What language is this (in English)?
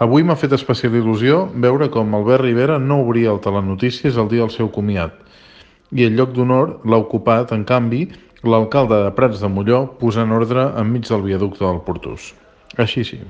Catalan